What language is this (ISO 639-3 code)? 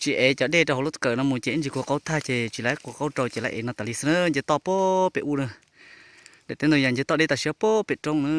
hmn